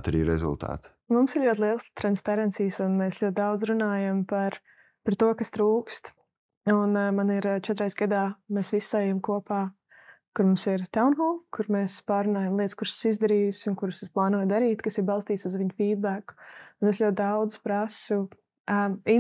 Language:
Latvian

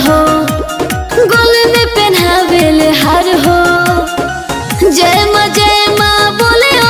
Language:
Bhojpuri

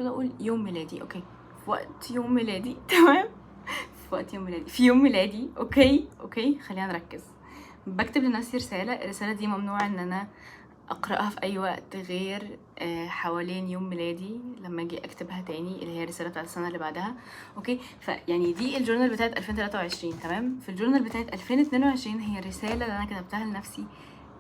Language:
Egyptian Arabic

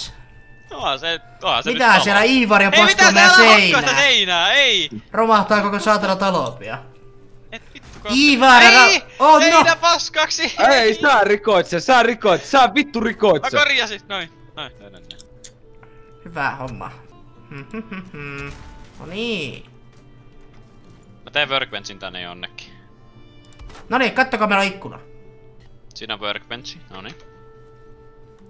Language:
Finnish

